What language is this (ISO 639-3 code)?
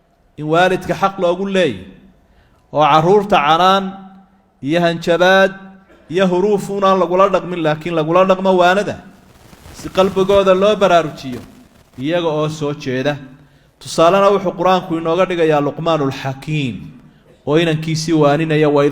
som